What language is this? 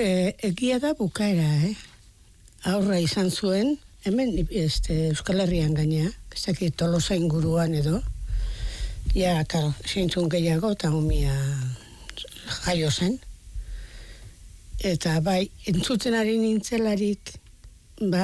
Basque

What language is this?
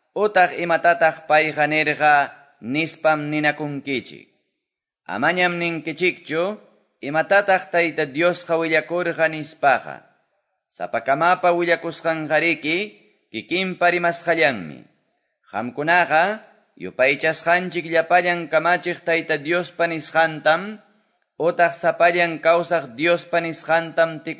Quechua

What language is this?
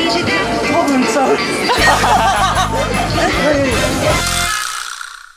Japanese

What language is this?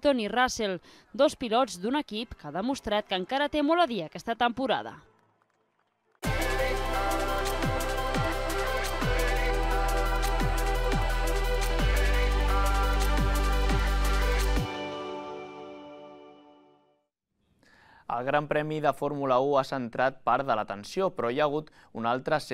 Catalan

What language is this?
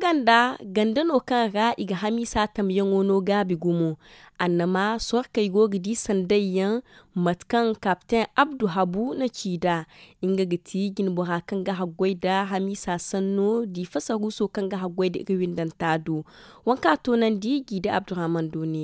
Zarma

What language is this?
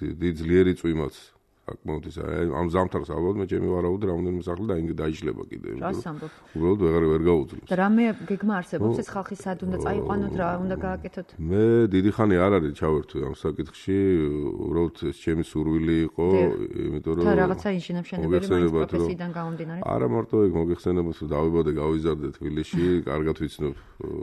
Georgian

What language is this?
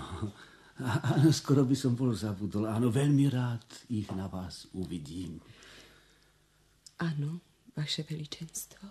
Slovak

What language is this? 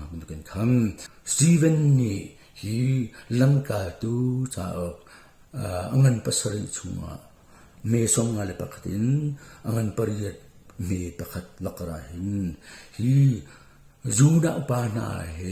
Hakha Chin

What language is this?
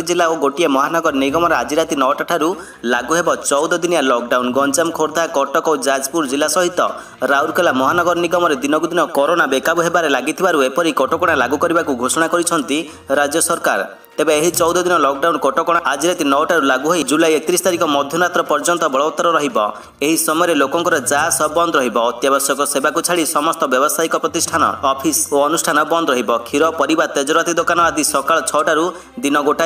Odia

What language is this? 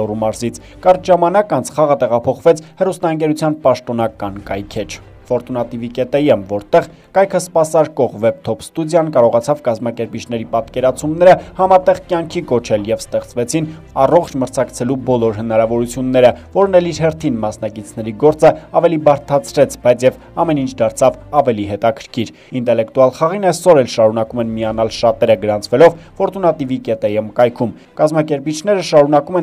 Armenian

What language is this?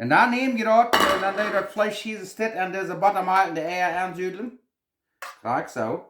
Plautdietsch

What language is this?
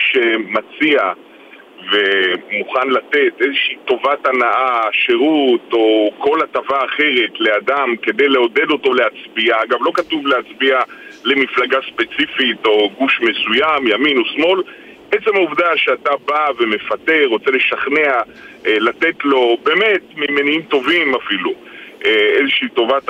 Hebrew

